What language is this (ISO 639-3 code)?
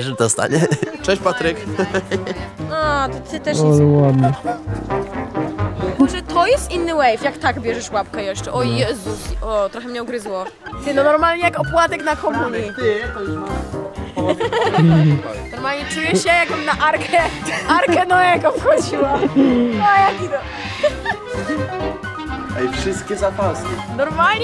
pol